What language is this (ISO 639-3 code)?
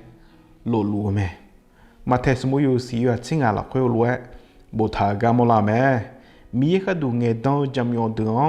ahk